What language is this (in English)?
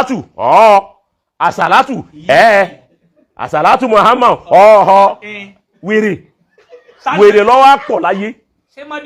Yoruba